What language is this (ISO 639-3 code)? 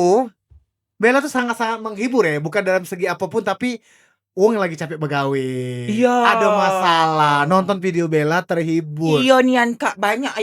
mui